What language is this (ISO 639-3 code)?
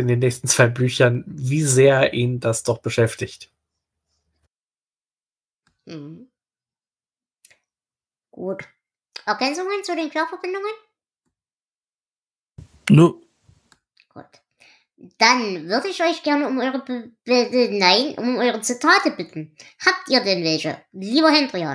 deu